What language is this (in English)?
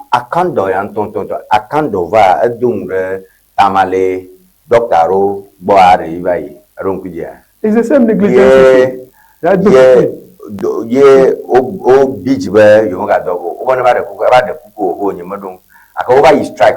Ewe